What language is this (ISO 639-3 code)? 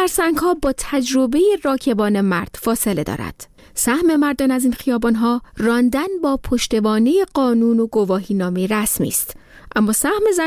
fas